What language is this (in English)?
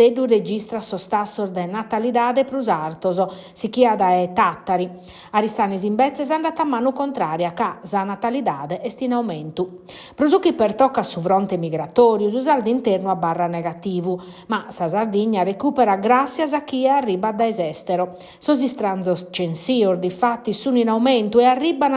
Sardinian